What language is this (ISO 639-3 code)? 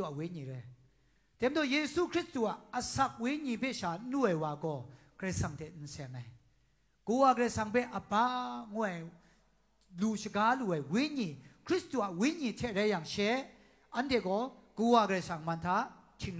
kac